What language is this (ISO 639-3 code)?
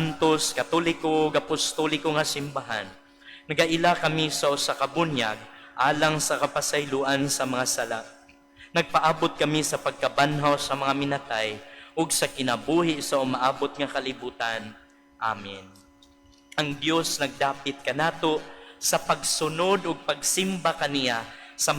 ceb